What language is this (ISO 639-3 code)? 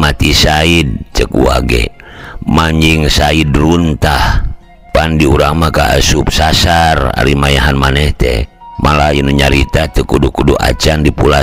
sun